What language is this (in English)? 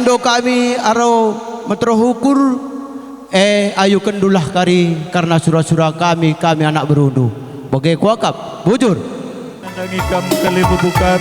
Batak Karo